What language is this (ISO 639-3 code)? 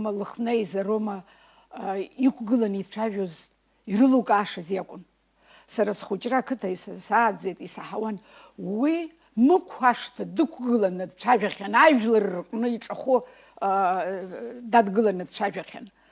abk